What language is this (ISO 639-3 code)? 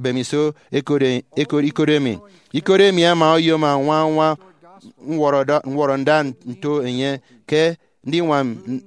efi